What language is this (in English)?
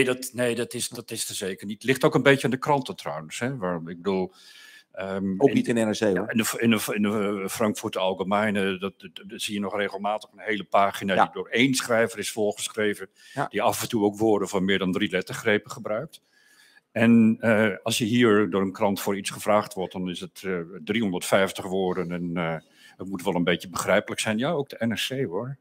Dutch